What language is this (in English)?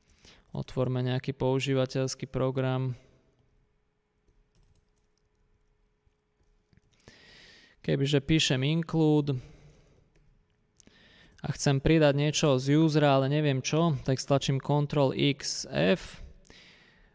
Slovak